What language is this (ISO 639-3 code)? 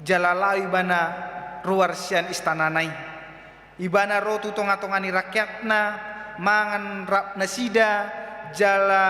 bbc